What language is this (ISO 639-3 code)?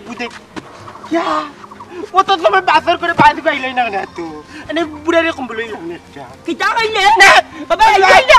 syl